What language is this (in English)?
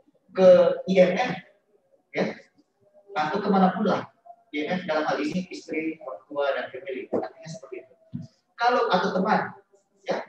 Indonesian